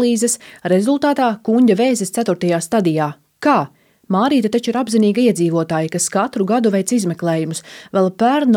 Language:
Latvian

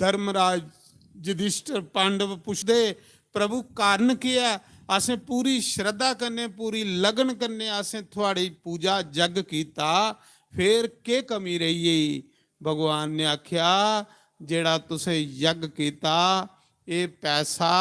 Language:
Dogri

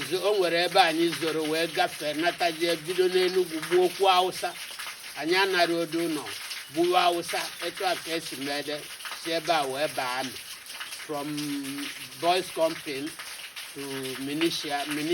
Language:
Igbo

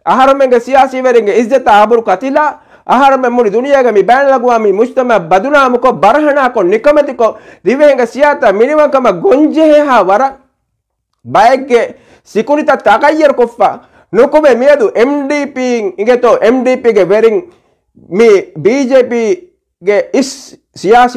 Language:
Divehi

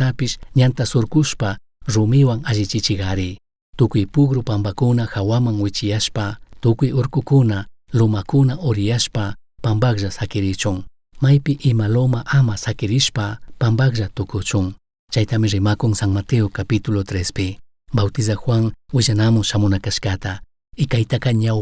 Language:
Chimborazo Highland Quichua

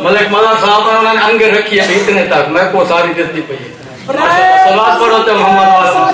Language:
Saraiki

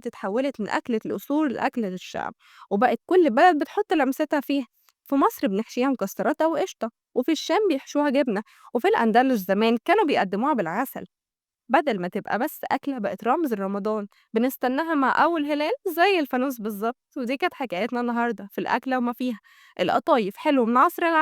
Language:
Egyptian Arabic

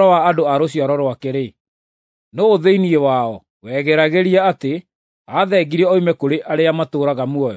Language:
Kikuyu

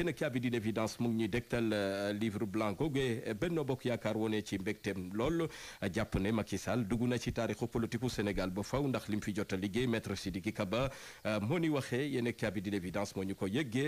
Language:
Wolof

